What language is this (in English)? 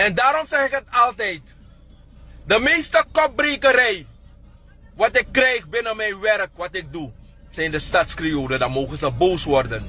Sranan Tongo